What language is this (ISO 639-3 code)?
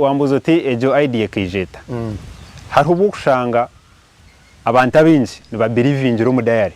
nyn